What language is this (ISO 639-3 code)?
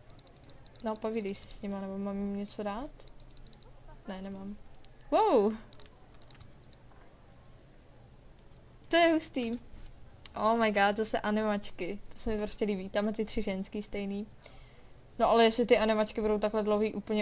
ces